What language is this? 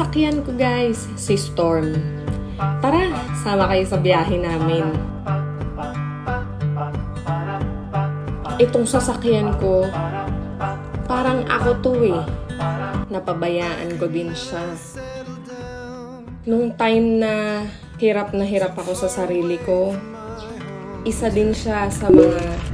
Filipino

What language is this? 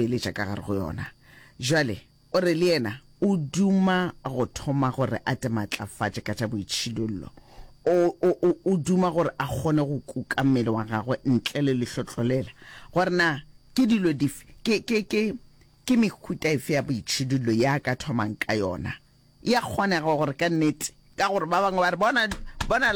Northern Sotho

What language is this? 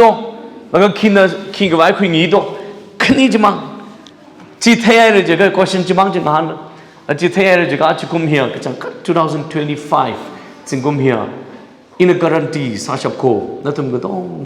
Tangkhul Naga (India)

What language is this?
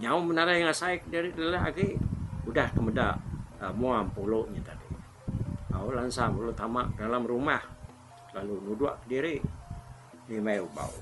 Iban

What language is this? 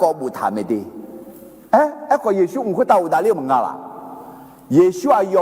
Akha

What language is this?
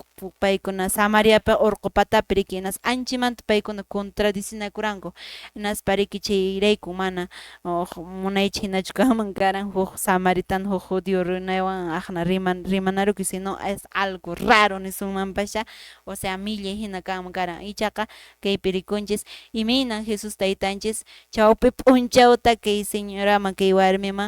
Quechua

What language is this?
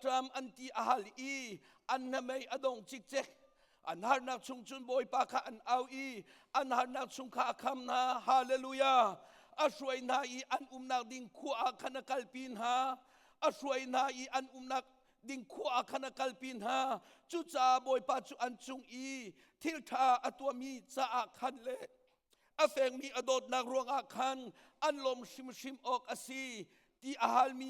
Hakha Chin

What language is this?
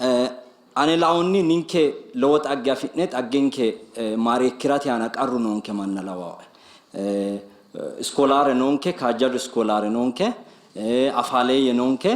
Sidamo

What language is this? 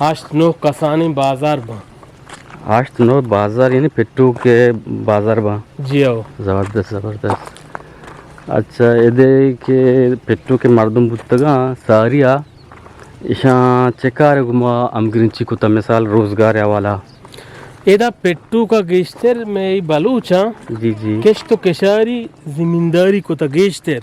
Eastern Balochi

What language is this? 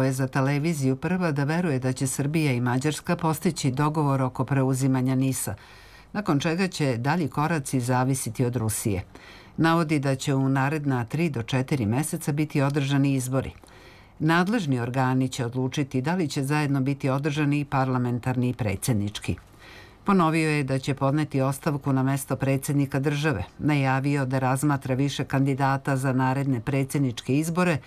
Serbian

